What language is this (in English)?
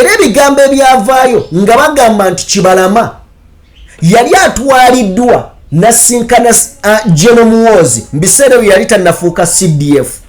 Ganda